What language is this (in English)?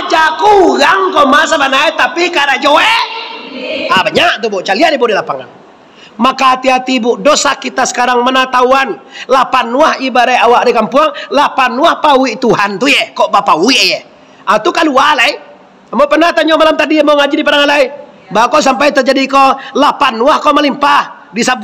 Minangkabau